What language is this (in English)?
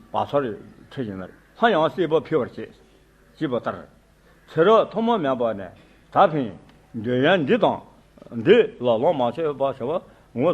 Tibetan